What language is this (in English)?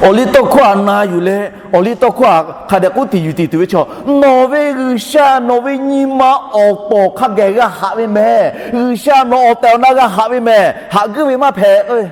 Lahu